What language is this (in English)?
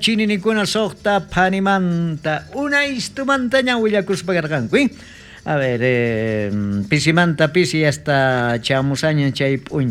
South Bolivian Quechua